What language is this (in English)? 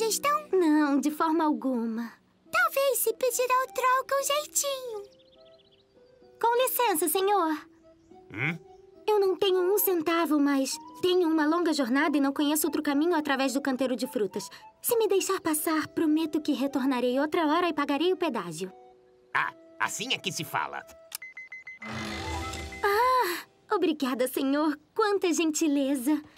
Portuguese